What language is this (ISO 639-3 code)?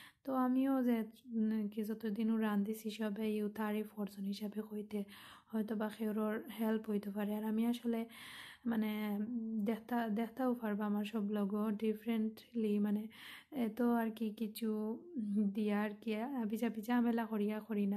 syl